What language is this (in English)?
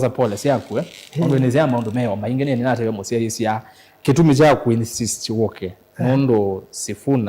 Kamba